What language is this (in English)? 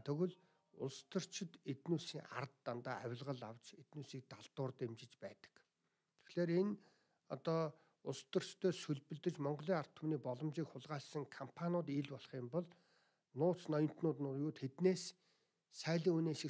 Mongolian